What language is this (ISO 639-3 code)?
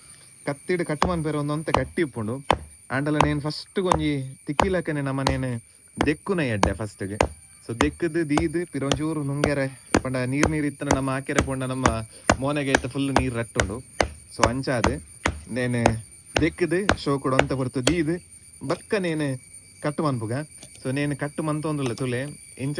tcy